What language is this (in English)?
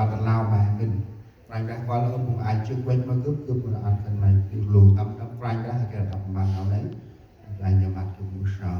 Central Mnong